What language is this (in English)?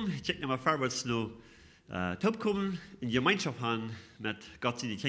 Plautdietsch